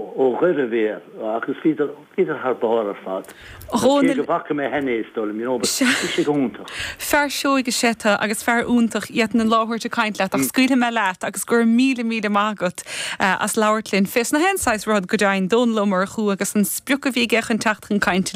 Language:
Irish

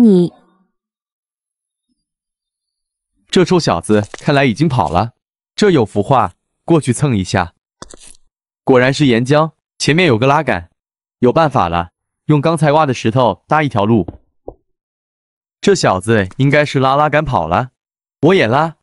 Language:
Chinese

